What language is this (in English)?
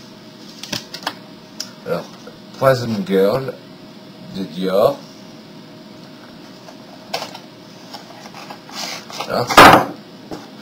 French